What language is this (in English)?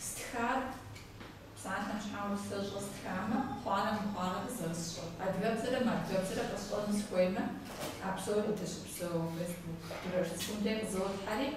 Kabardian